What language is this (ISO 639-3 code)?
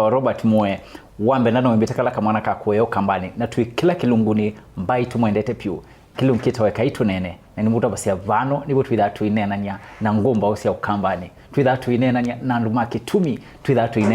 kam